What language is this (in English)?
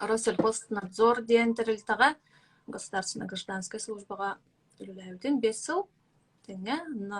Yakut